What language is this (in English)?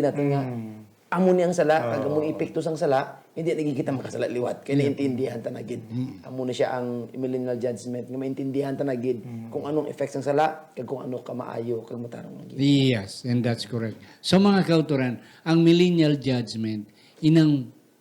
Hiligaynon